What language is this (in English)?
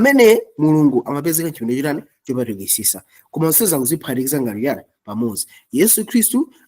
Nyanja